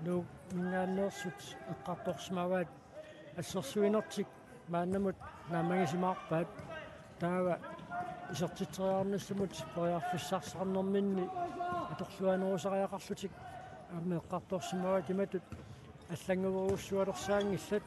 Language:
Kalaallisut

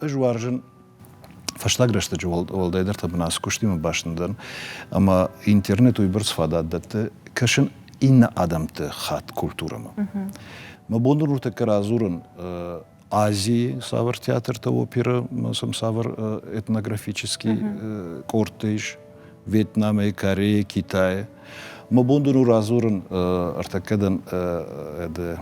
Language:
Ossetic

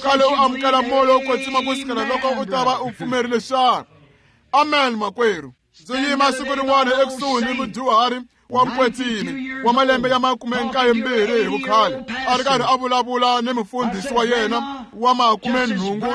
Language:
Tsonga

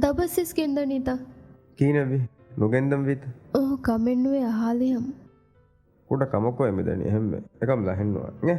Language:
Divehi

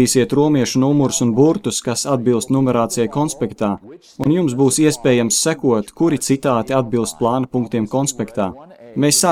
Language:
Latvian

